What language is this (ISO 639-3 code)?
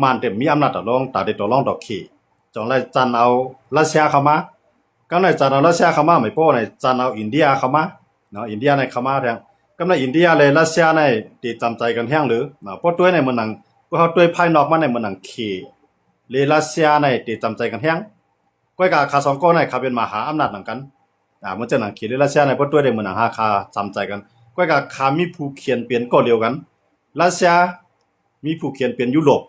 shn